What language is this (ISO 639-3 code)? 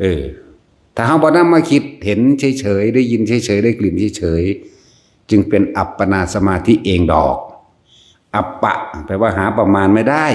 tts